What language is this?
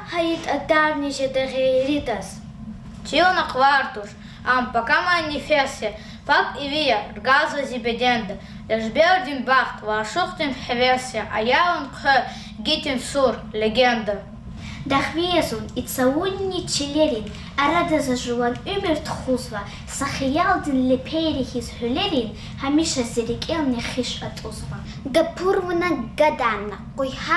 Lezghian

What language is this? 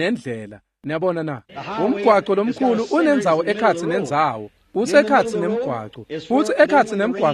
Swati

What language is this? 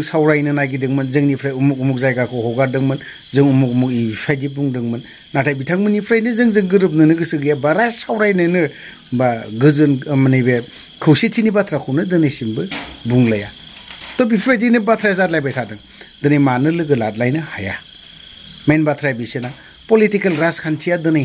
Bodo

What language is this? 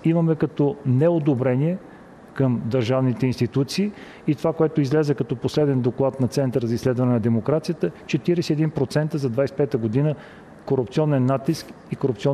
Bulgarian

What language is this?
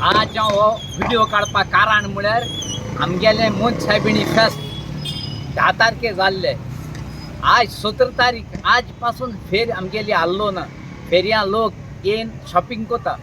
Konkani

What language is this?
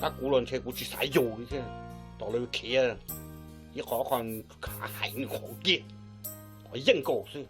Hmong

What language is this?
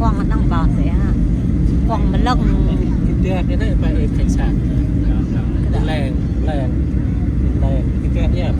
Central Mnong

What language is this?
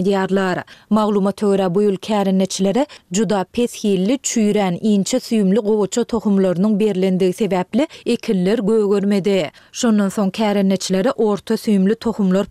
Turkmen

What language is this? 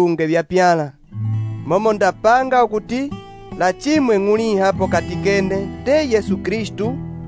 Umbundu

